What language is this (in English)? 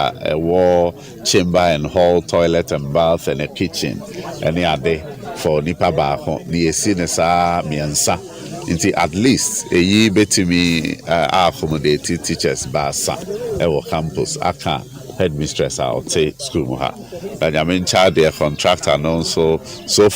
Akan